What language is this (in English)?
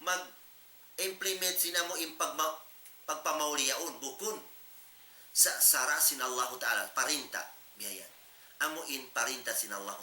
Tausug